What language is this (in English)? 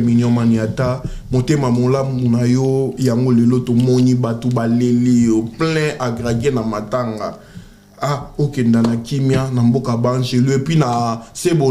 Lingala